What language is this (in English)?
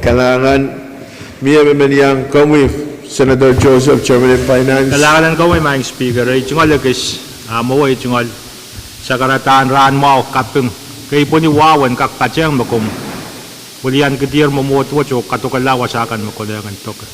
Pohnpeian